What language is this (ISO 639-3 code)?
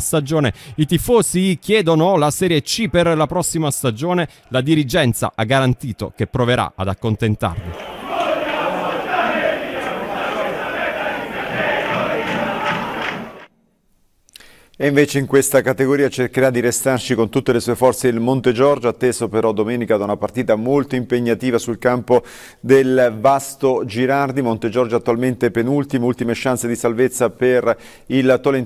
ita